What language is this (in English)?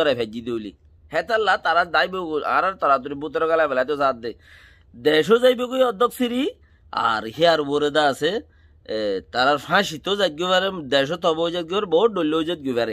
Rohingya